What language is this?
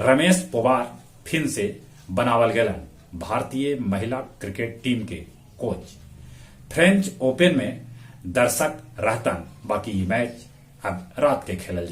Magahi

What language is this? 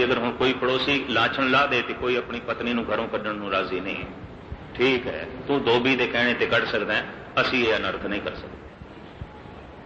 Punjabi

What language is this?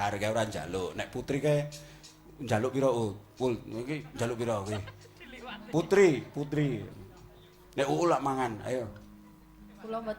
Javanese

